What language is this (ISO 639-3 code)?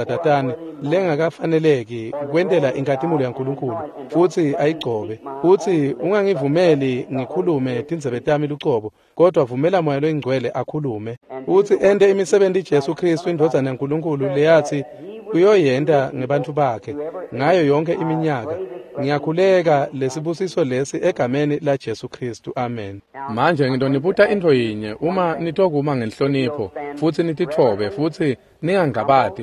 ssw